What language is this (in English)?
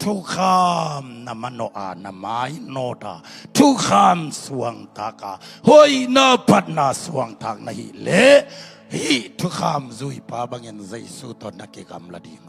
Tedim Chin